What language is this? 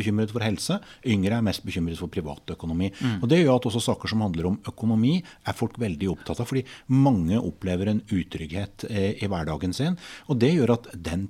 Norwegian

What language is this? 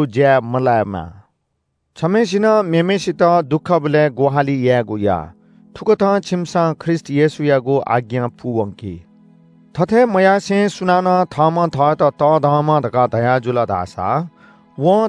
Newari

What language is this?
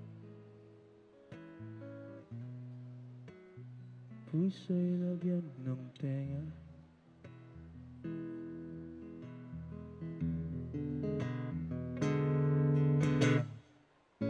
Filipino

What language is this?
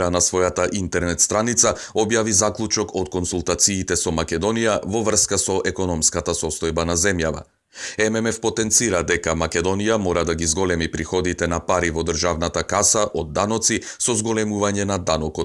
Macedonian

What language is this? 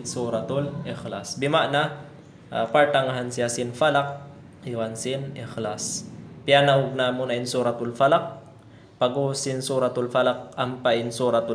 Tausug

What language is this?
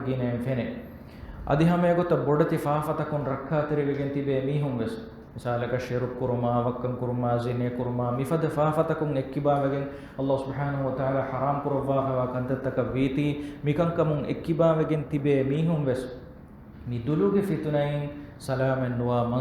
Divehi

